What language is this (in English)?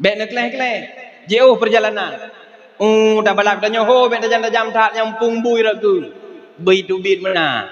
Achinese